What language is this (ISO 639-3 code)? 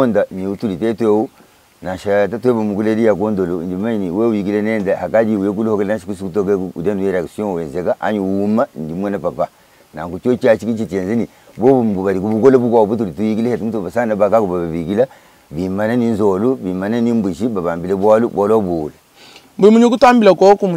lua